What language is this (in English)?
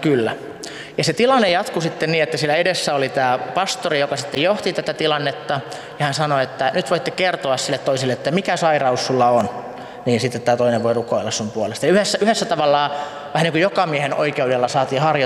Finnish